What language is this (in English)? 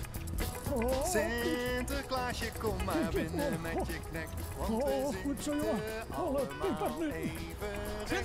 Western Frisian